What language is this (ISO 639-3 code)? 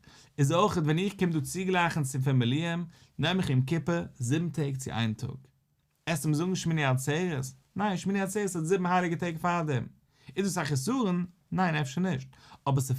yid